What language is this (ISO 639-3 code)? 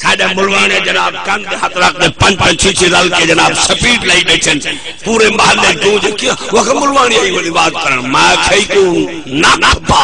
skr